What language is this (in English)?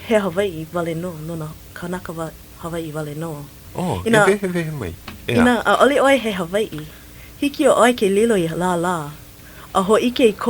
Hawaiian